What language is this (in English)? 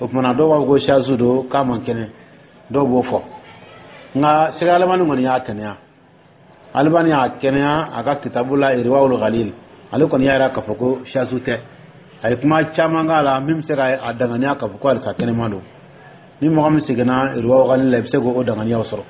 Dyula